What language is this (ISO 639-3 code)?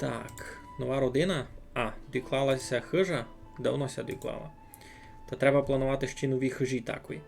rue